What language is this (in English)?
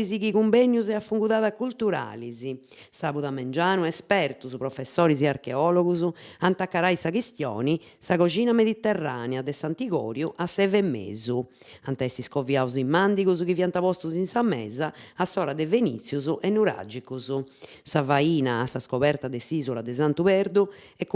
Sardinian